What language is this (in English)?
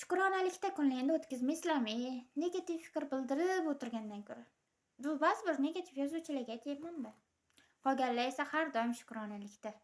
Uzbek